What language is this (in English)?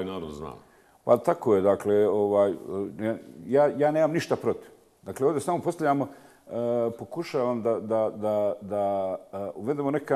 Bosnian